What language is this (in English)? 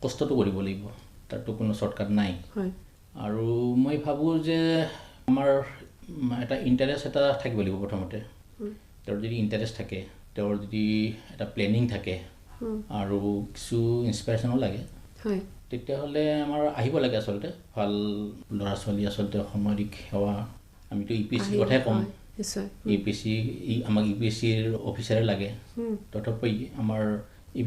Assamese